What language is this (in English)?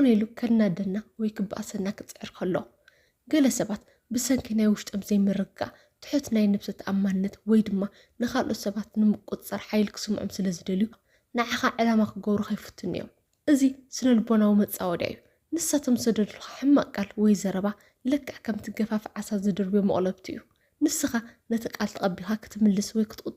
Tigrinya